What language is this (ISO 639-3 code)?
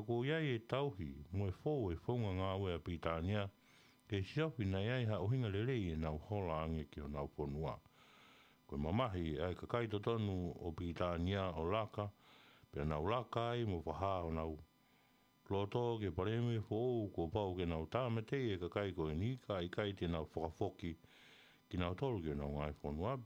ton